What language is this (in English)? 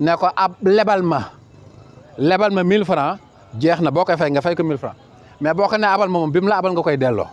Wolof